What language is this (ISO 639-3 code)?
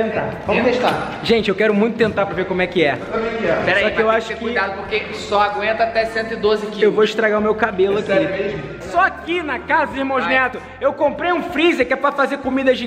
por